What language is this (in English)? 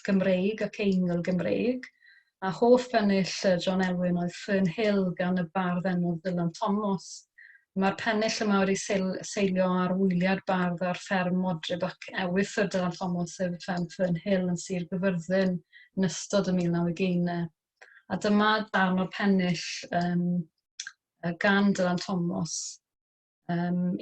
Welsh